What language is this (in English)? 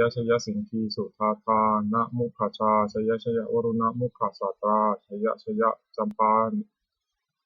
Pali